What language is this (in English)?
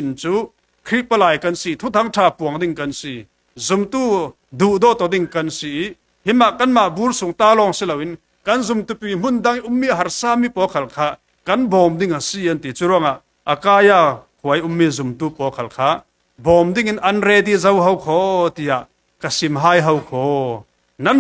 Falam Chin